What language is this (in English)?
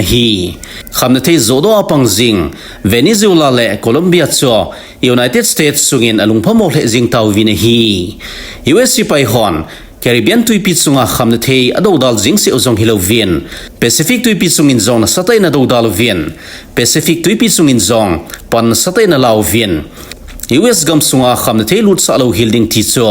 Thado Chin